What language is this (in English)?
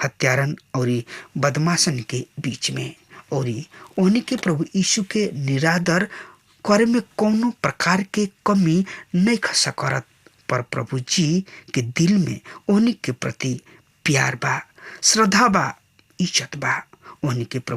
Bhojpuri